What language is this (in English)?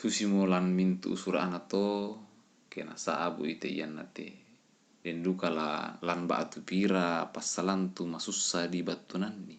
Toraja-Sa'dan